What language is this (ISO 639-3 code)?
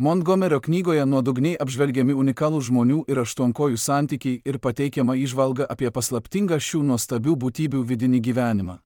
lit